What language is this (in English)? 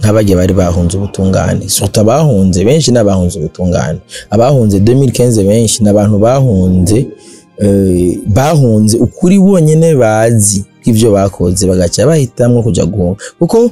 Rundi